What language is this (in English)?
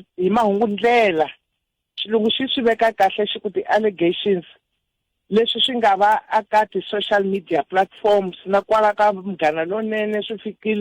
Tsonga